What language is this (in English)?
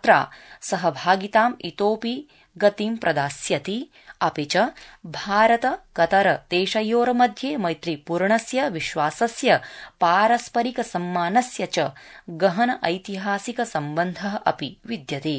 Sanskrit